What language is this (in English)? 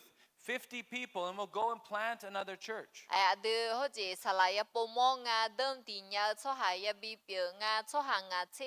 Akha